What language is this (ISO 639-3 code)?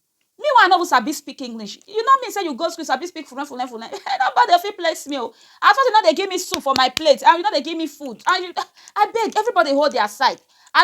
pcm